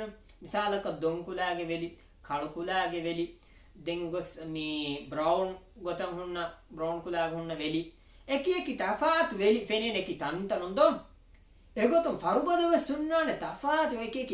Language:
Divehi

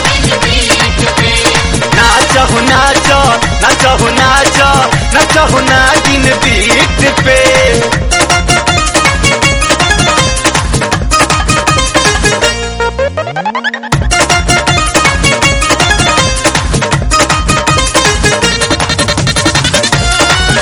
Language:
Bhojpuri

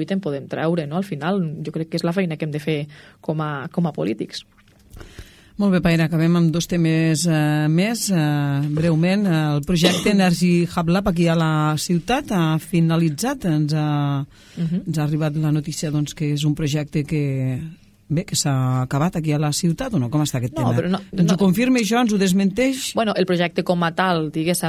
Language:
Catalan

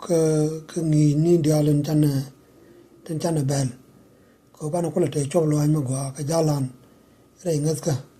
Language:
Nuer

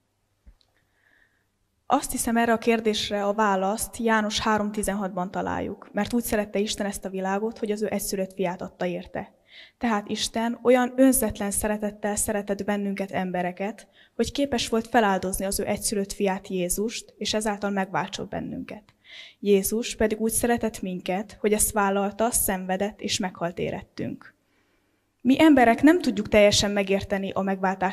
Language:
Hungarian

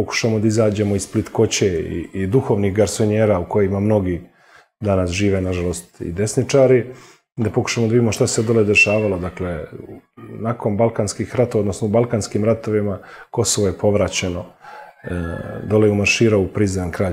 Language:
Serbian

